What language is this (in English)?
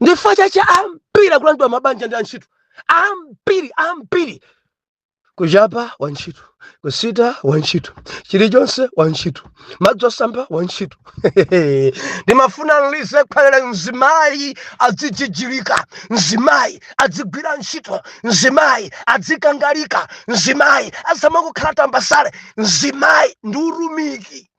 Nyanja